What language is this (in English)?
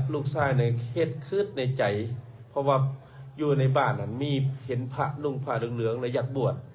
Lao